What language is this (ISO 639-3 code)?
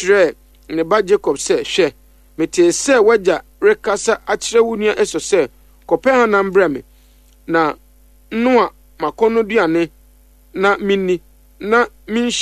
aka